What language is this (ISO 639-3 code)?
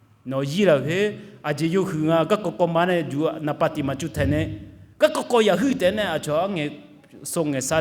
ahk